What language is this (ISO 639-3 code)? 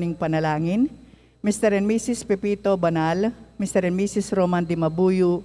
pam